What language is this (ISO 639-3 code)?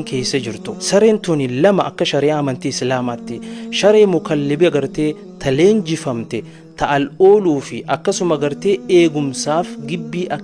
orm